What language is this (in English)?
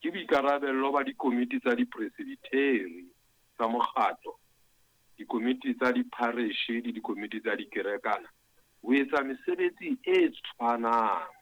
Southern Sotho